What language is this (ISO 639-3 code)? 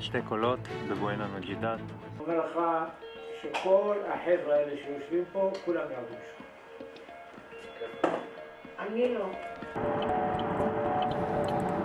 heb